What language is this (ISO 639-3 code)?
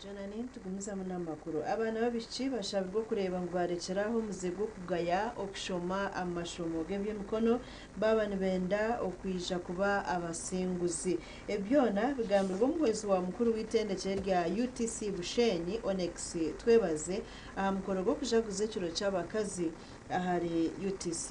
nyn